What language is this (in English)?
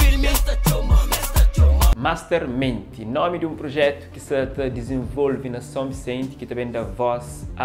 Kabuverdianu